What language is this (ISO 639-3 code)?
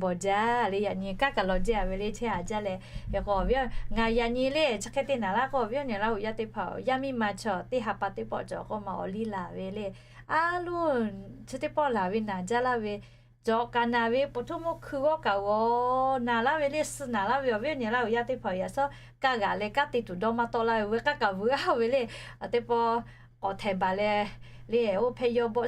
lhu